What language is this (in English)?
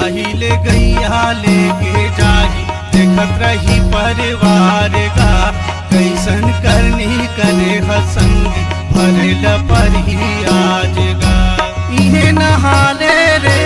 Chhattisgarhi